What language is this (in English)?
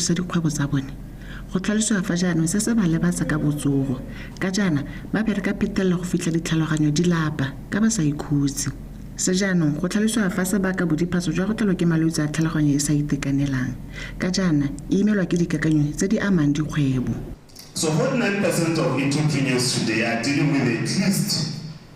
Tswana